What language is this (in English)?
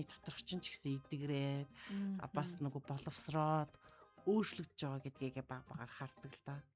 Mongolian